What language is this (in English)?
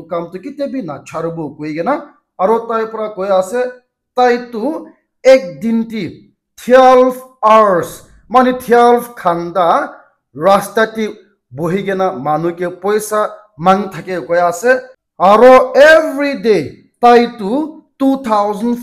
Naga Pidgin